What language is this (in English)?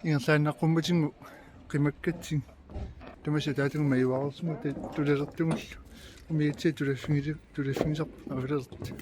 Kalaallisut